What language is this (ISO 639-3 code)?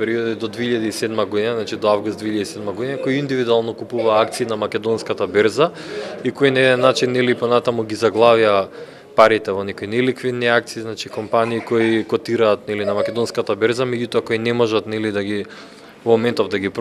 mkd